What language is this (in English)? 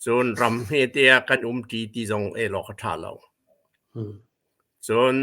Hakha Chin